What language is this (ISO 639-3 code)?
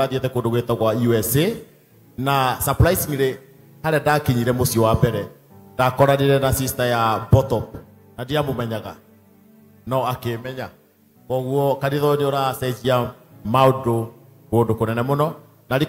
kik